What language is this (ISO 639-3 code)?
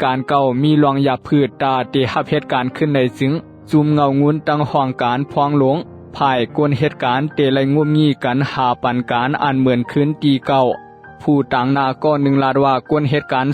shn